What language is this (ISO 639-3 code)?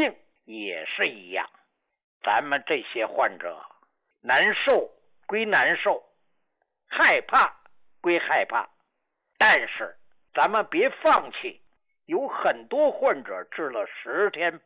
zho